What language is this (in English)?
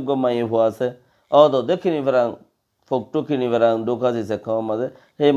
Rohingya